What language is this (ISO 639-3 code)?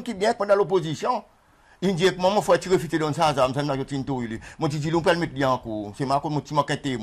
crs